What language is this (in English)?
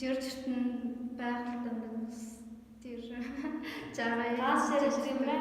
Tuvinian